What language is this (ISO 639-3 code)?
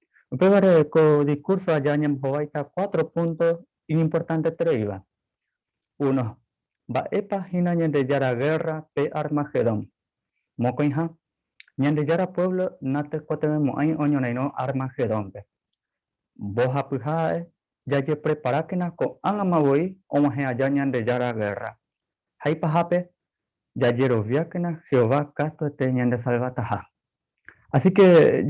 grn